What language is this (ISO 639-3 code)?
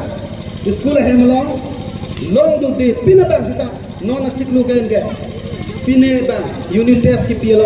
mjw